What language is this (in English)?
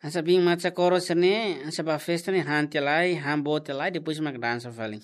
Tetum